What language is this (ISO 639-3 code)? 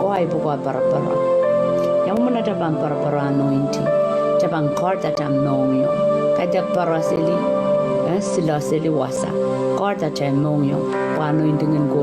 pon